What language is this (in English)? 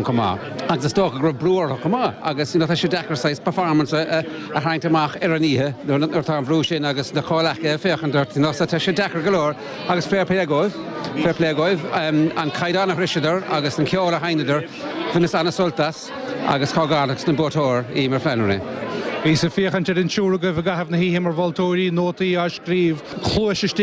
Irish